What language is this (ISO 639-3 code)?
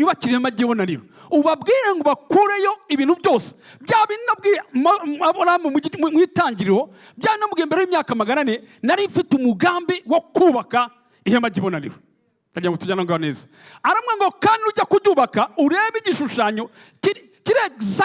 kin